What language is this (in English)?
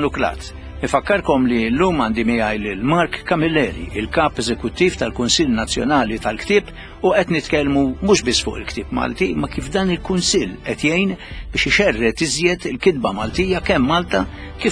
Maltese